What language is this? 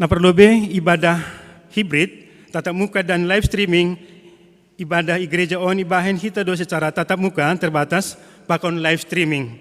Batak Simalungun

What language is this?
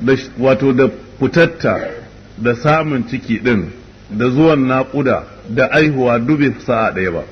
Hausa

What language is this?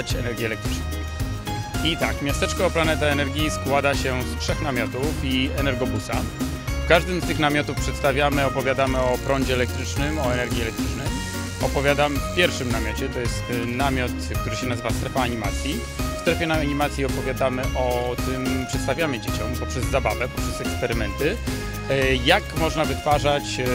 Polish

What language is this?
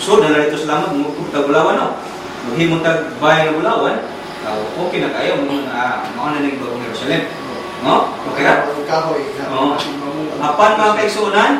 Cebuano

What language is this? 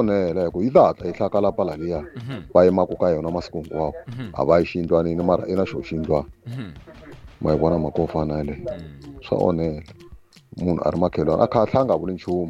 Tsonga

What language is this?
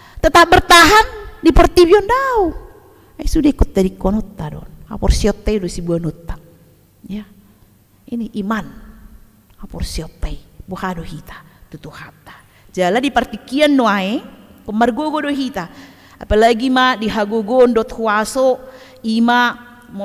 Batak Toba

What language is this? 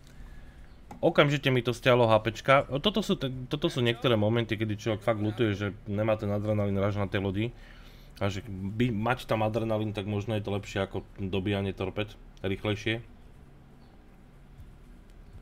Slovak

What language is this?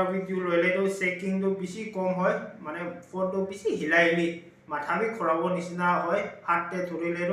Naga Pidgin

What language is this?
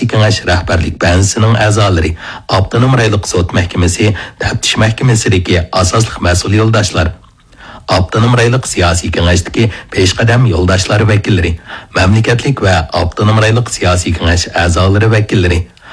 Uyghur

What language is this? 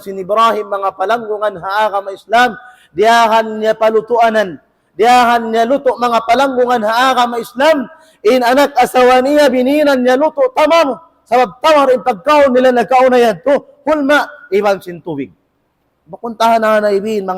Tausug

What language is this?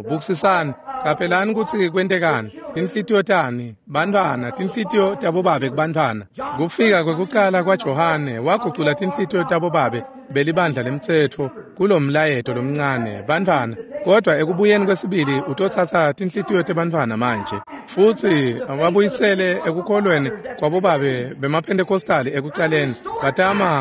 Swati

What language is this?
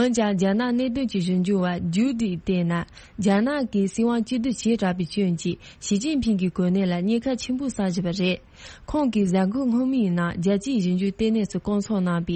Tibetan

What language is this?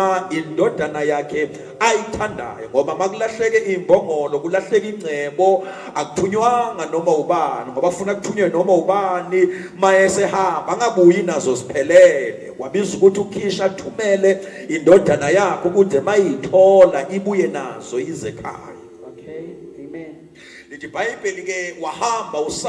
Zulu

